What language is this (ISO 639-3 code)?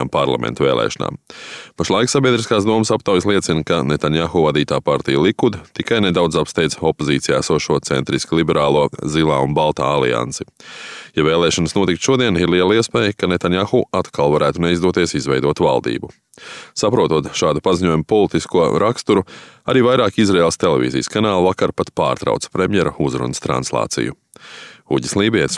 lav